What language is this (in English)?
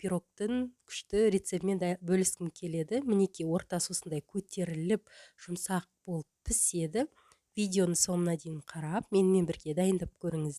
Kazakh